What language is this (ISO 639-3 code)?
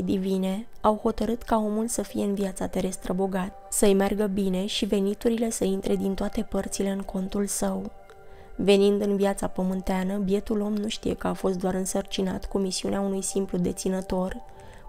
ron